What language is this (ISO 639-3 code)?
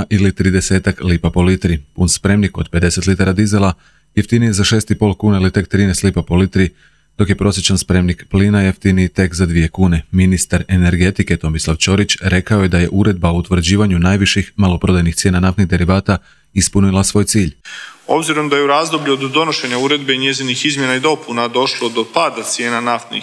hrv